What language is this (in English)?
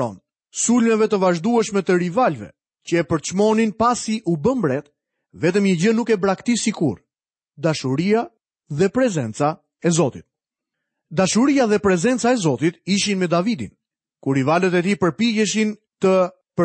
Albanian